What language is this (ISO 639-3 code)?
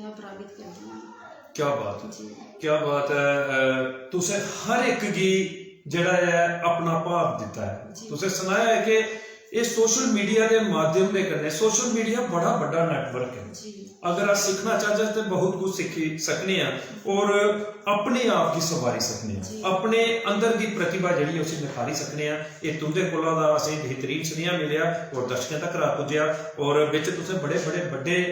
doi